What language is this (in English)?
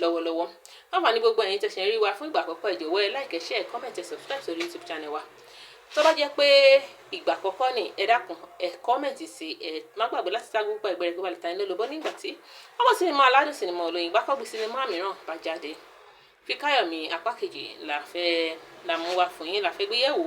Yoruba